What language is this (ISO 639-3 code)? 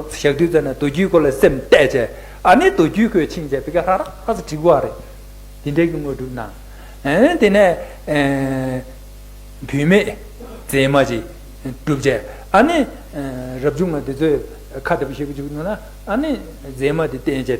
bod